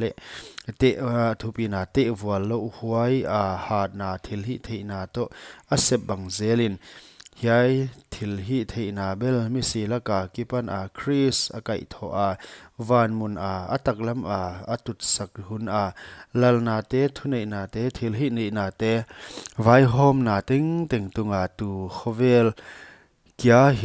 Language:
Paite Chin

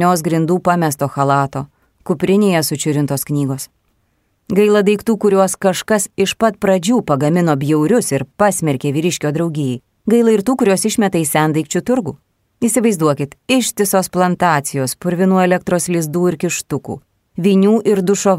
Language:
Lithuanian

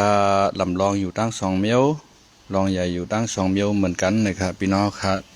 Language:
Shan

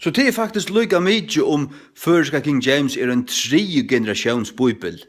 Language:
Faroese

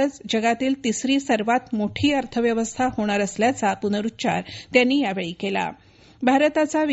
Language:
Marathi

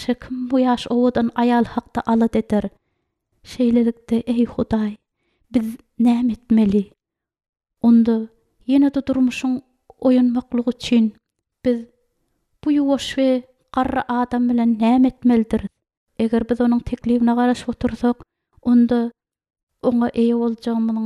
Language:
Turkmen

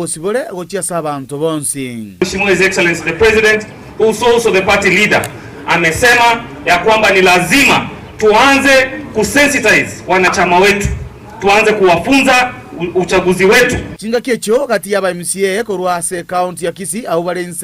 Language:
Gusii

